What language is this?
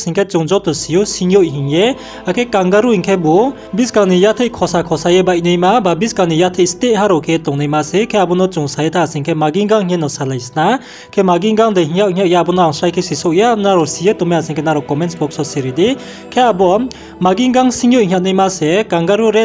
Riang (India)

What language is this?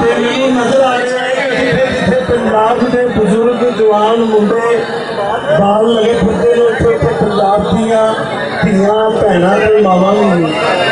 Western Panjabi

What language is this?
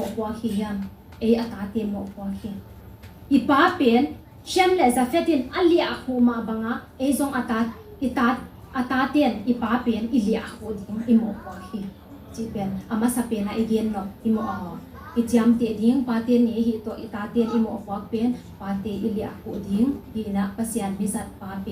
Tedim Chin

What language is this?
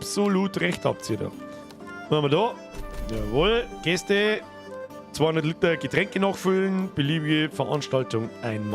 Bavarian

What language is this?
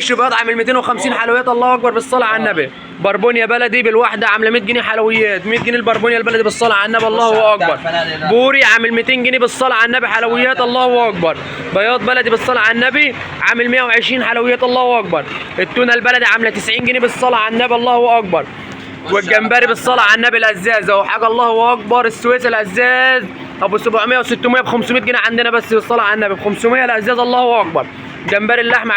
Egyptian Arabic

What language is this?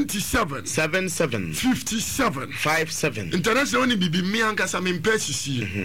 Akan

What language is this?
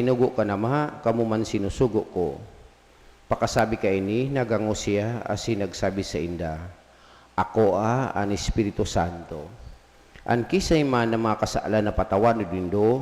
Bikol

